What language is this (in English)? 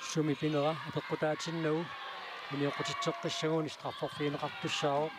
Kalaallisut